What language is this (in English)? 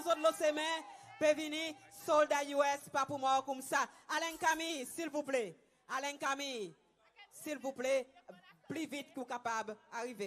Seselwa Creole French